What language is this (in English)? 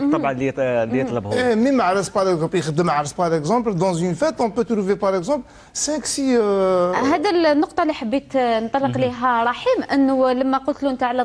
Algerian Arabic